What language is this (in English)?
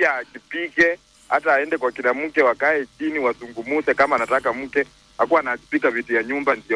Swahili